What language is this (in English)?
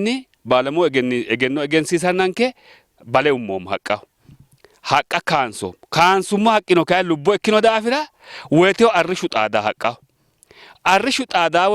Sidamo